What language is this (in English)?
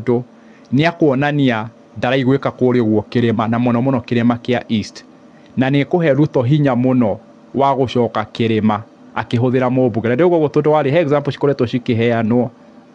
Kikuyu